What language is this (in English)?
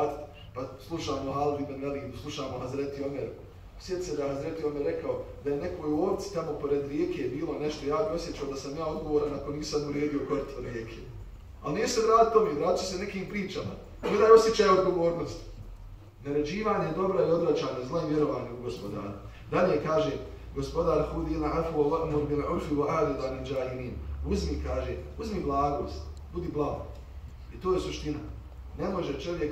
Bosnian